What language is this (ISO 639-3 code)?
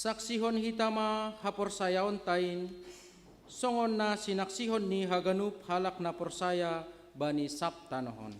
bts